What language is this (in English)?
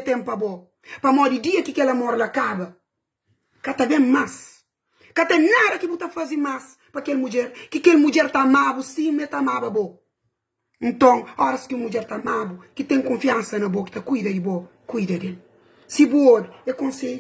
Kabuverdianu